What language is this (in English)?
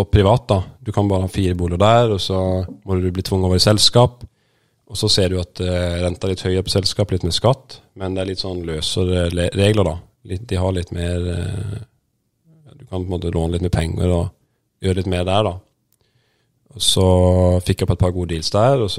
Norwegian